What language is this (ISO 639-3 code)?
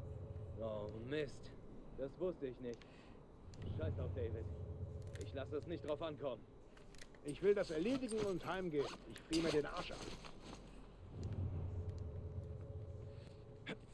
deu